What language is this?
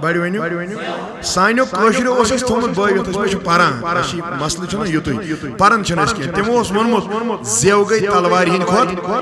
Kashmiri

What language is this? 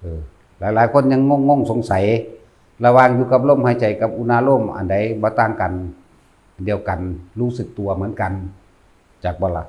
Northeastern Thai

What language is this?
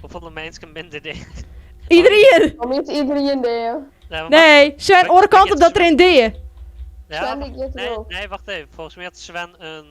Western Frisian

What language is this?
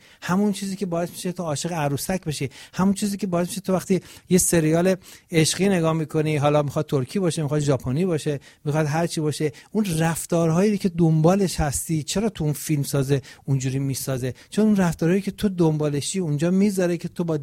Persian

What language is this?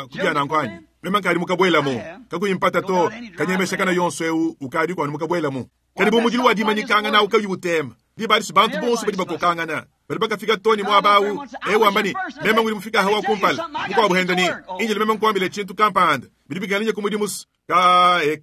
Luba-Lulua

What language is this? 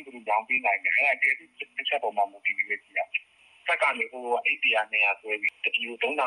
Burmese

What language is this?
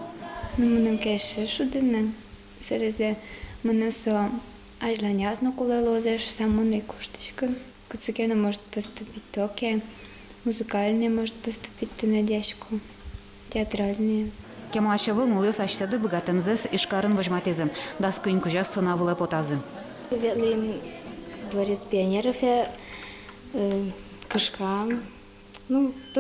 Udmurt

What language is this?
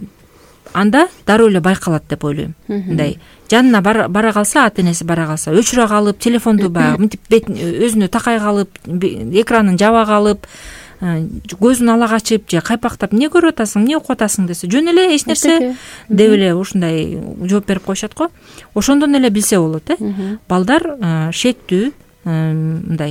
Kyrgyz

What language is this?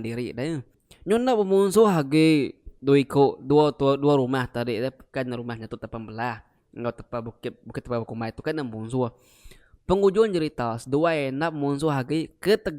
Iban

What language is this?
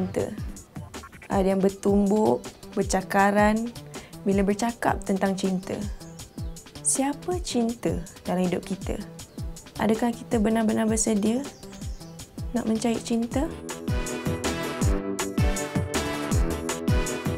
Malay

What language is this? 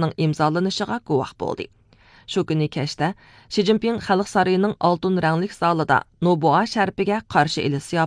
Uyghur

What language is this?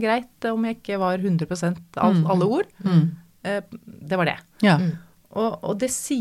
Norwegian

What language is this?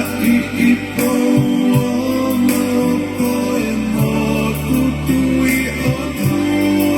Tongan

